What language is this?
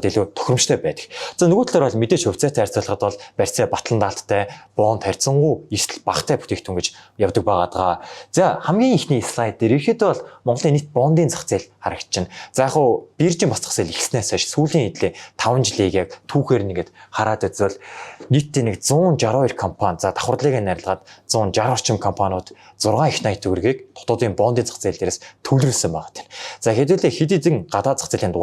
Mongolian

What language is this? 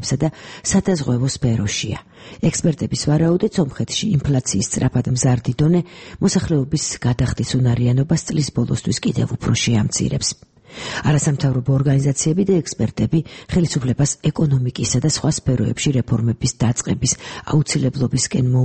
Georgian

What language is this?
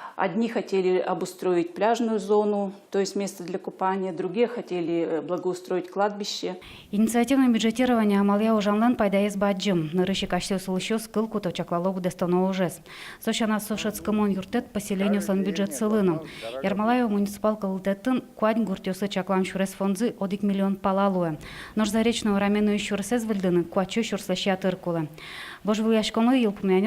Udmurt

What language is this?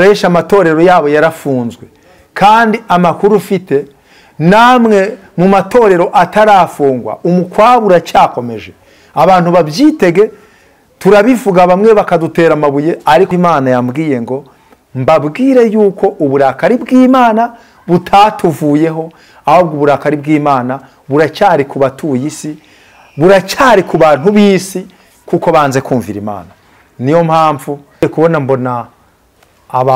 Kinyarwanda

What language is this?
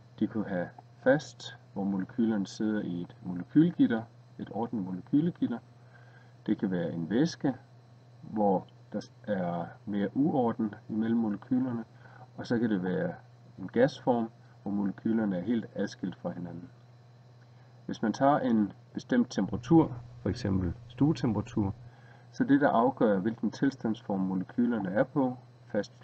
Danish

